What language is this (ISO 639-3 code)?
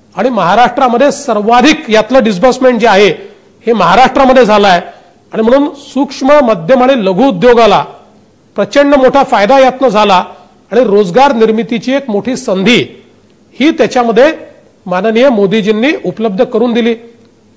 mar